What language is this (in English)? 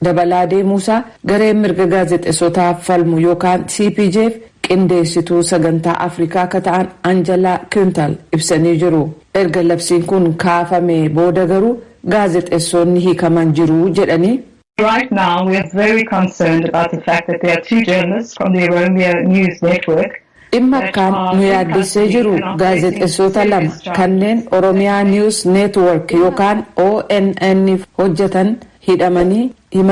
Oromo